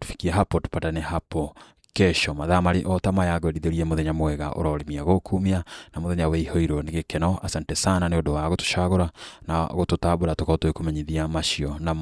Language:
Kikuyu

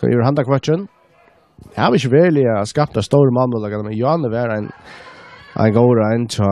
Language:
Faroese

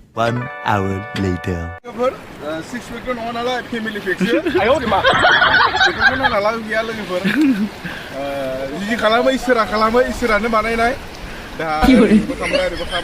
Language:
Bodo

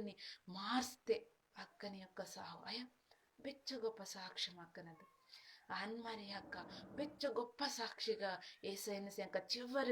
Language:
Koya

